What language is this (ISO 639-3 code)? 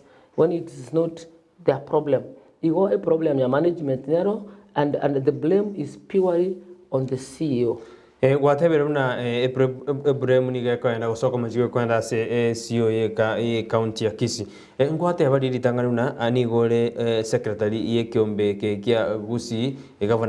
guz